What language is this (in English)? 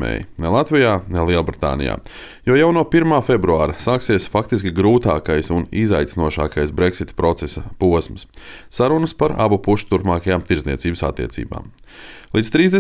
Latvian